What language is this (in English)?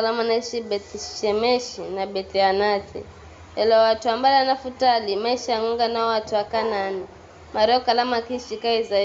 Giryama